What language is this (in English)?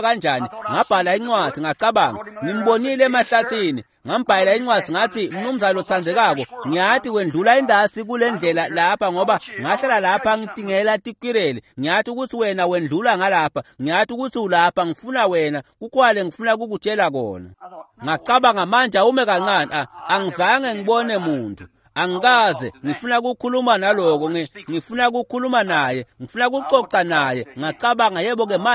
Swati